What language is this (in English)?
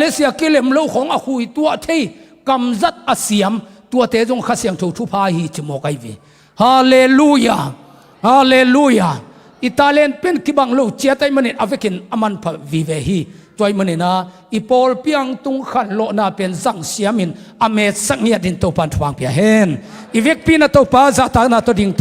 Tedim Chin